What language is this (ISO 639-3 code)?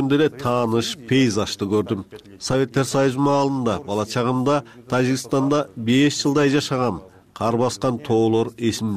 kir